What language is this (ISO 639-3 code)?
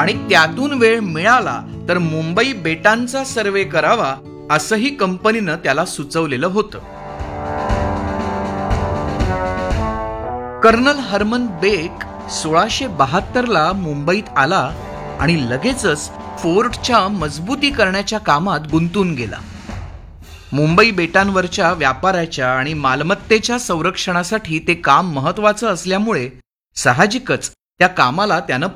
mar